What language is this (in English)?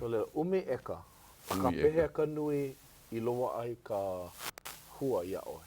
Hawaiian